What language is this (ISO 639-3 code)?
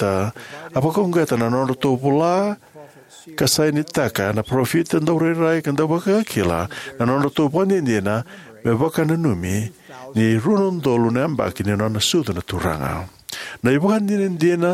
fij